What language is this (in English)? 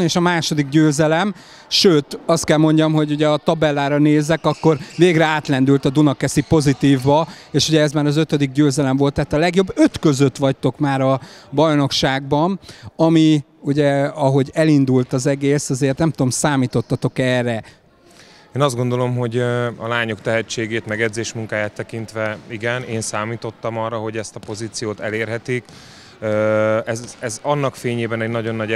Hungarian